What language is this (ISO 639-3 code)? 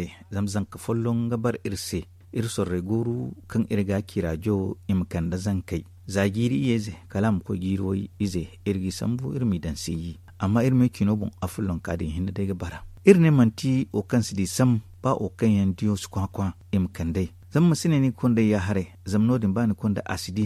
dje